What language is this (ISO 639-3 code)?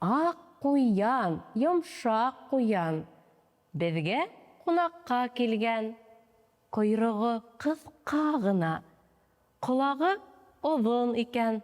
bak